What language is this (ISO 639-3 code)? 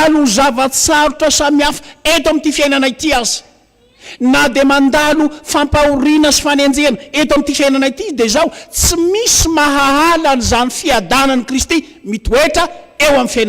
mlg